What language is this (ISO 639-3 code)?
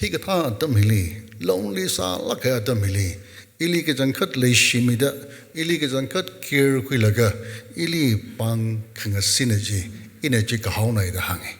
nmf